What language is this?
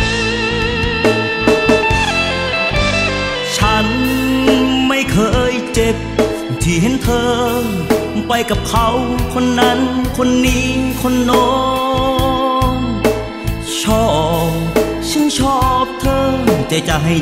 Thai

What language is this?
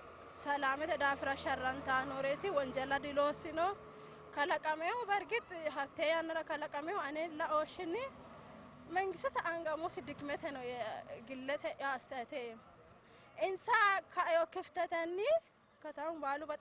Sidamo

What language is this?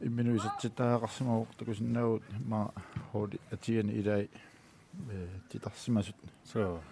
Kalaallisut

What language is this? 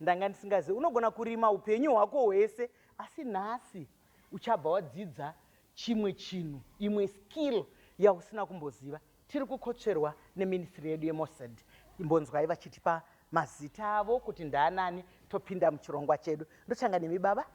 Shona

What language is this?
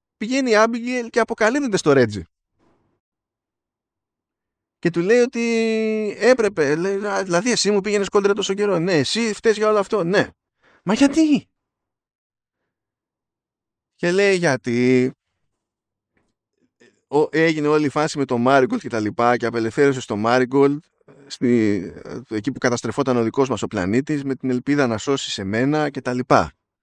Greek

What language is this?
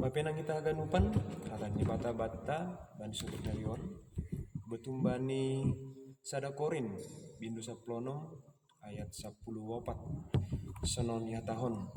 Batak Simalungun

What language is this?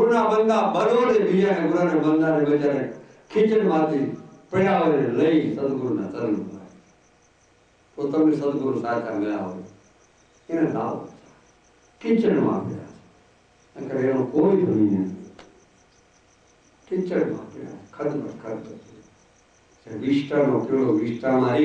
Gujarati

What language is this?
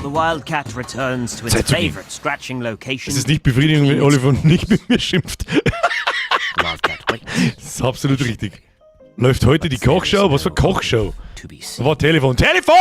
Bavarian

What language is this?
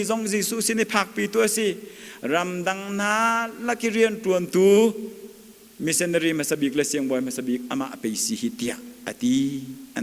Hakha Chin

